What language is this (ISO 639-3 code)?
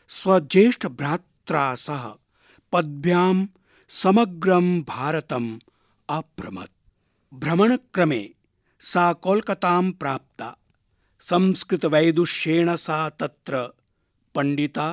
san